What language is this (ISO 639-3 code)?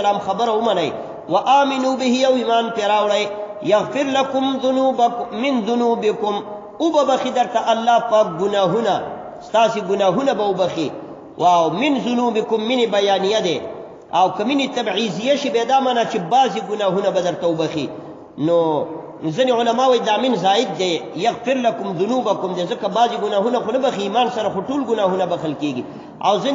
pus